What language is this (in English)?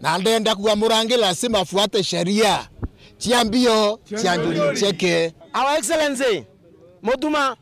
Meru